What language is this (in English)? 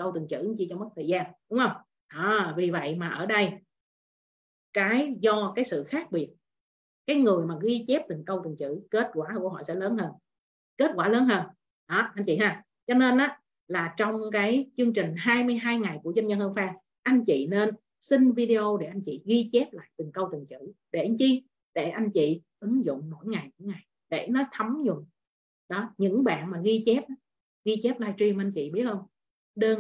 Vietnamese